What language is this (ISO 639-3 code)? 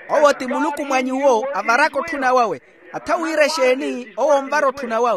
vmw